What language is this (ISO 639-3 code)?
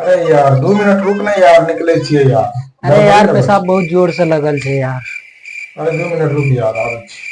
mai